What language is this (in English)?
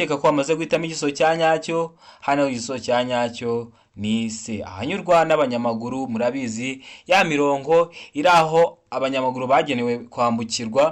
Kinyarwanda